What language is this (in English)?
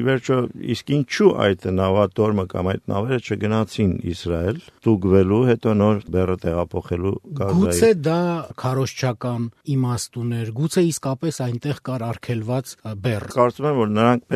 Armenian